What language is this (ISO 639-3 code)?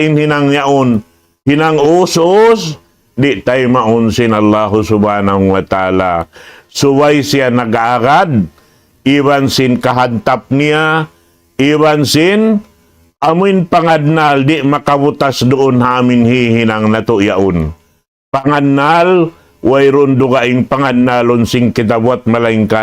tsg